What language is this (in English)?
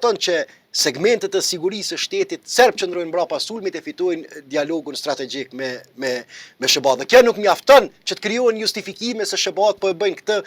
Albanian